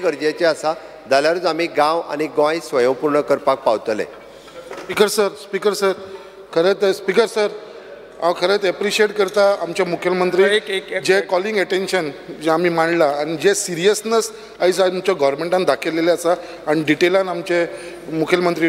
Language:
Konkani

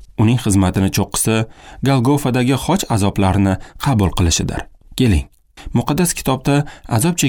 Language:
Uzbek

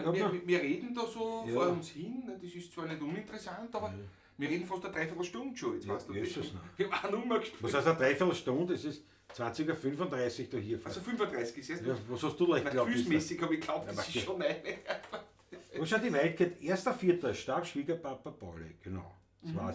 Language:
Bavarian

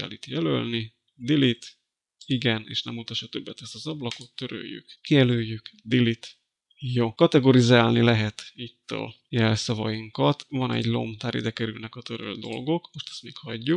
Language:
Hungarian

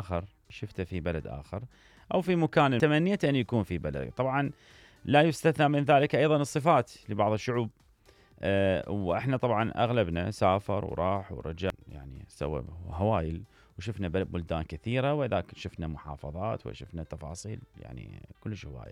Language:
Mesopotamian Arabic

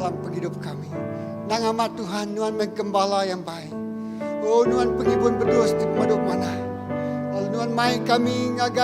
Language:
Iban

